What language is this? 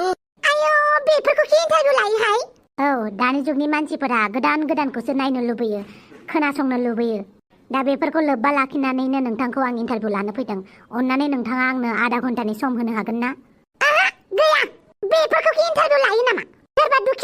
Bodo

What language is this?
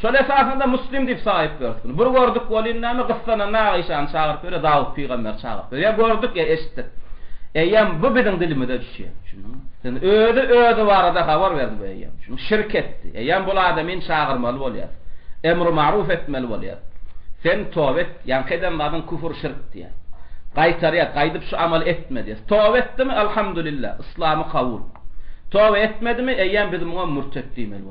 Turkmen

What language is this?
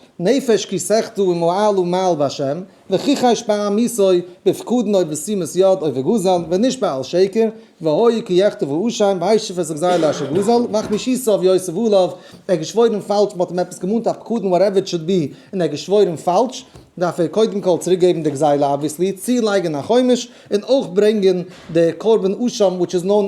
Yiddish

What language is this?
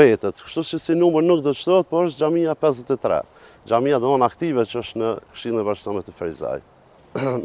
Albanian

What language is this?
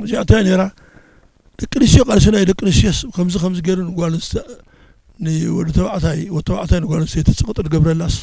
Tigrinya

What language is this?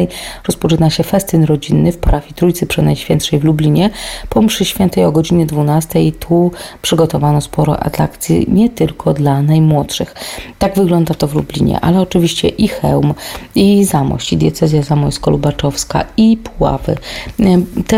Polish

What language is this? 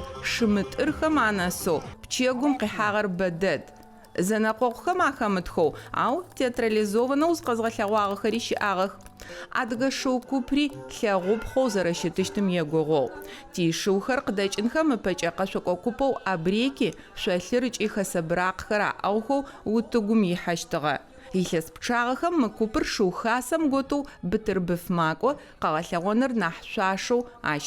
Adyghe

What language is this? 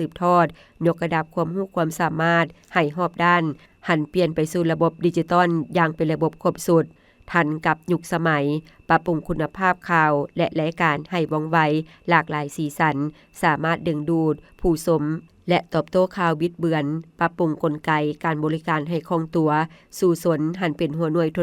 Lao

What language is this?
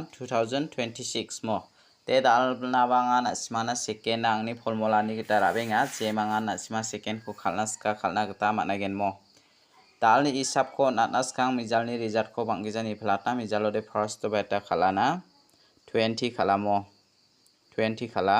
Garo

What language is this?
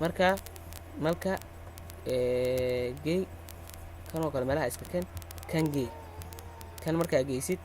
Somali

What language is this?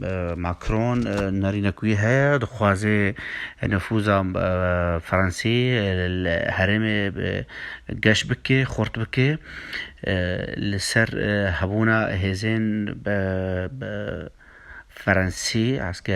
Kurdish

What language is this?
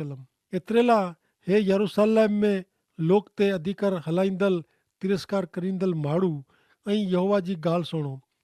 Kachhi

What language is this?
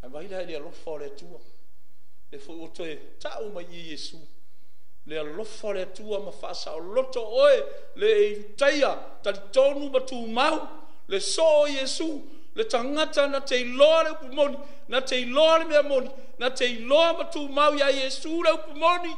Samoan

